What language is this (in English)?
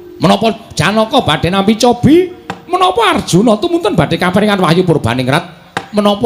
Javanese